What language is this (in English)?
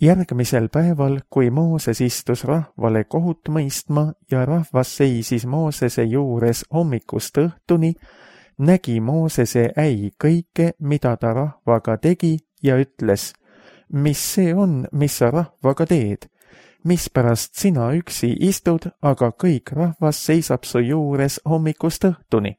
Estonian